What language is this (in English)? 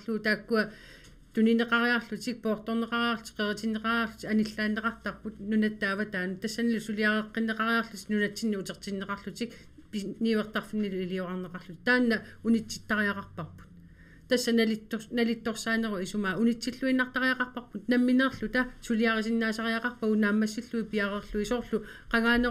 Kalaallisut